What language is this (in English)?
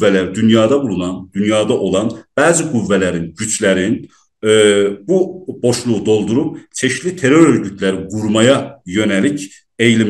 South Azerbaijani